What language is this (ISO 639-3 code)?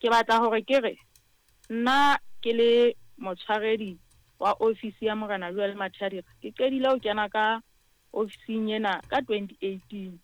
sot